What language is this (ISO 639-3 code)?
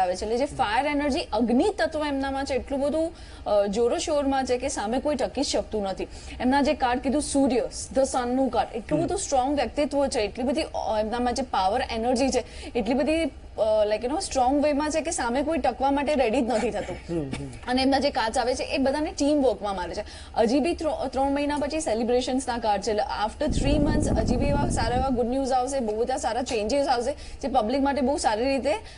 guj